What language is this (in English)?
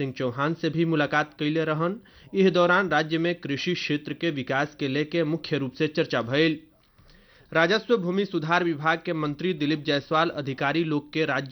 Bhojpuri